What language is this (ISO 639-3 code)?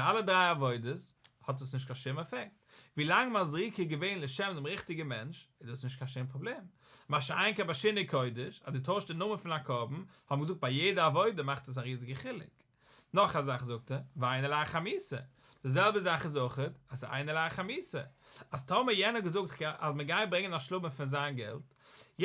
yid